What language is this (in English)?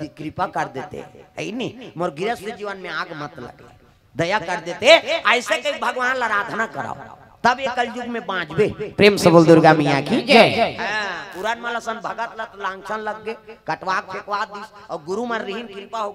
Chhattisgarhi